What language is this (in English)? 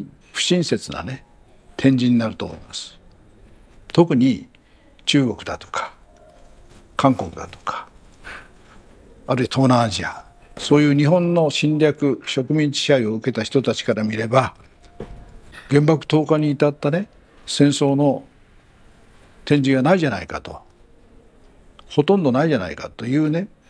Japanese